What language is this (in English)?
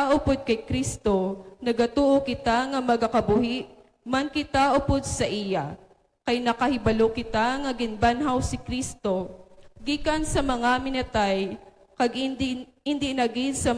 Hiligaynon